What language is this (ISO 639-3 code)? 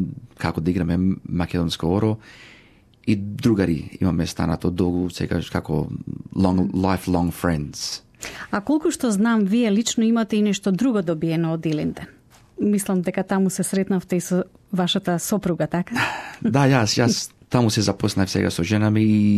mkd